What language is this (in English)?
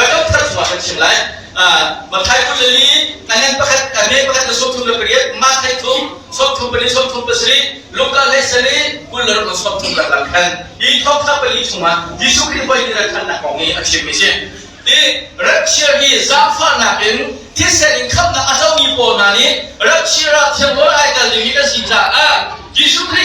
Hakha Chin